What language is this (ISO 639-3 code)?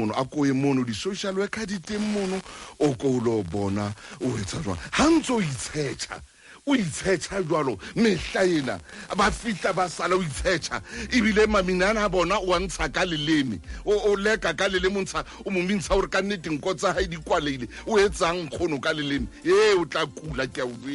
sot